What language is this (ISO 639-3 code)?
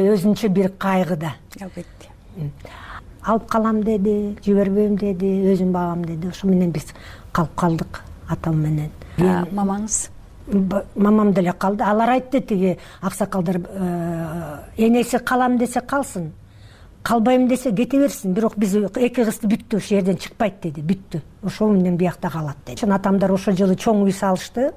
kir